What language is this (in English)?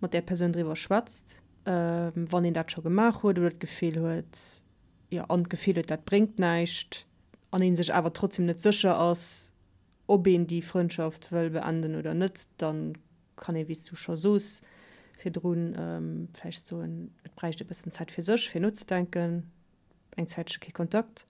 Luxembourgish